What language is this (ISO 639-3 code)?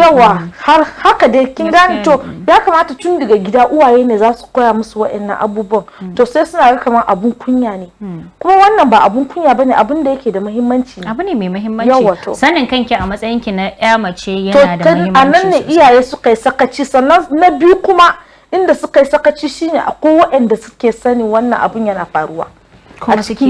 hau